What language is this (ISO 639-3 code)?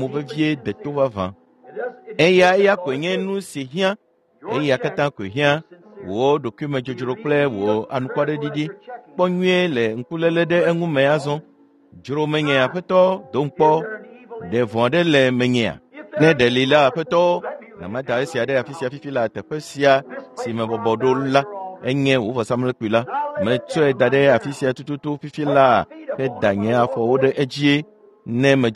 ewe